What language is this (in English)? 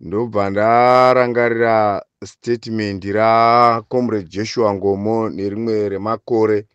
Shona